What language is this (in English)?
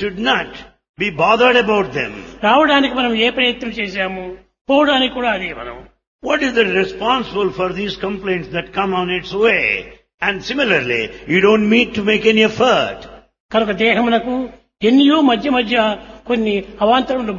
Telugu